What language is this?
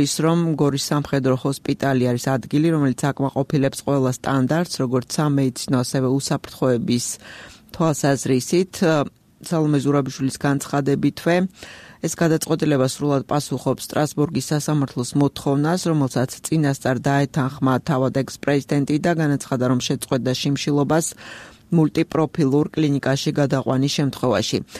Georgian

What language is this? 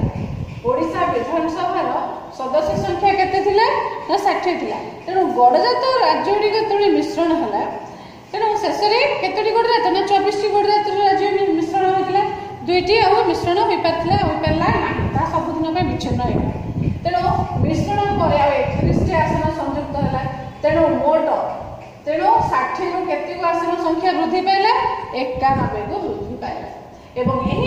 Odia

